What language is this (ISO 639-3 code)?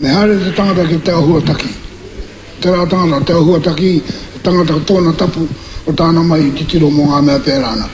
mri